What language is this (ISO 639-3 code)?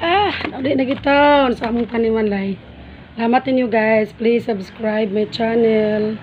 ceb